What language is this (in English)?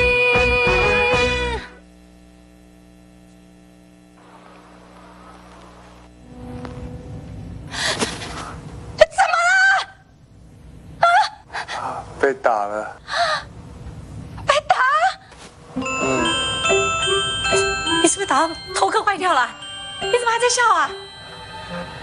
Chinese